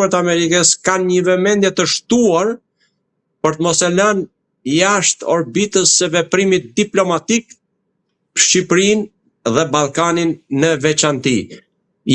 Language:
Albanian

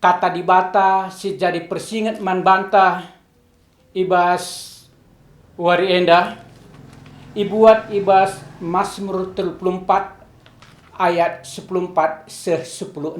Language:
Batak Karo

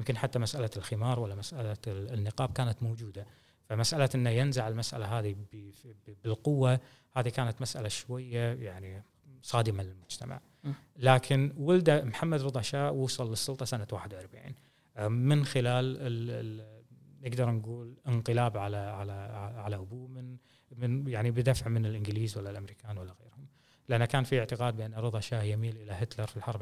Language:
Gulf Arabic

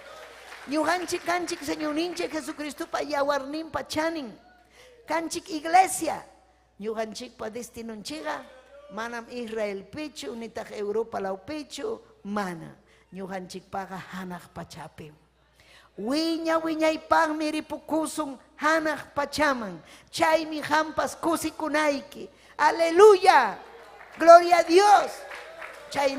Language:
Ayacucho Quechua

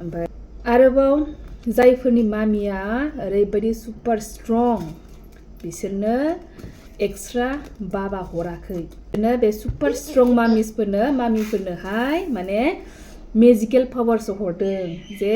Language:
Bodo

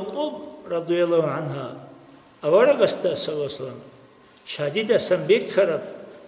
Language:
Avaric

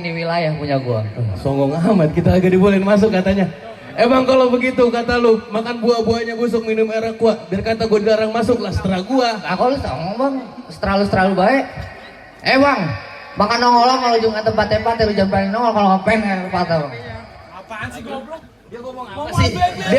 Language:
Betawi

